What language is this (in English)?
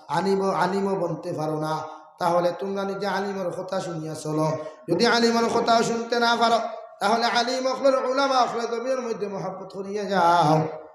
Sylheti